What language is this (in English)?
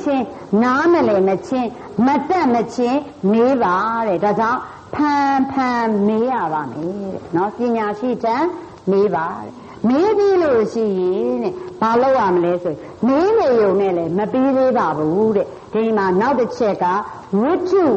Burmese